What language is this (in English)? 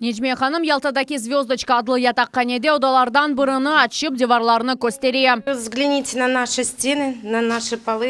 Crimean Tatar